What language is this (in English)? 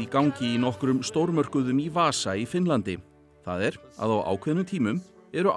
Icelandic